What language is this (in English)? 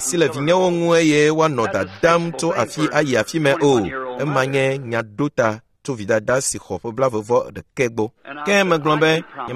Ewe